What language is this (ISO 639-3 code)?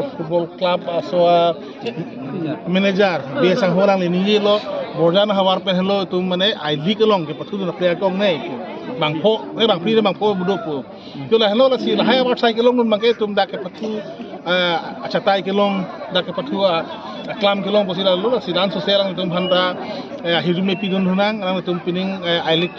mjw